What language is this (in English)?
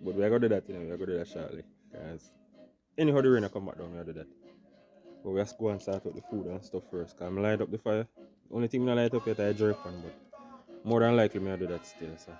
Jamaican Creole English